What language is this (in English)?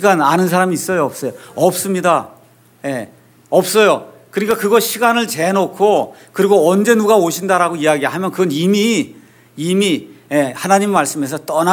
Korean